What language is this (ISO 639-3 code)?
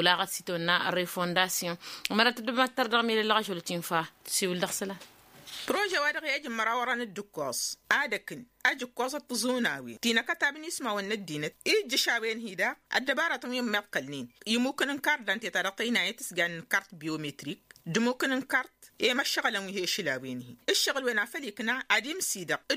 taq